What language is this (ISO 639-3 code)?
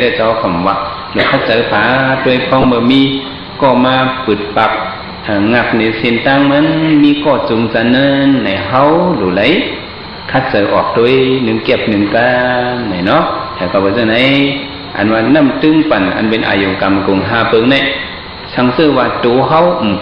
shn